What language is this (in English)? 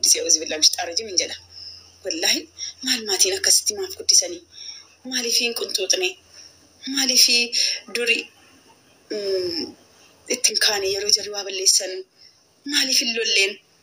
Oromo